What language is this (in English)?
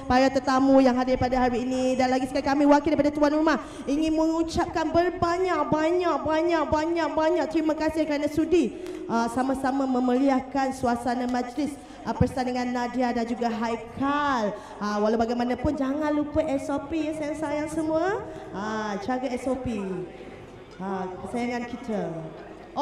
Malay